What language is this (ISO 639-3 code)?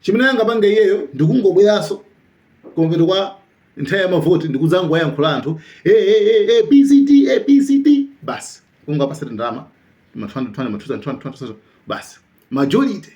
nya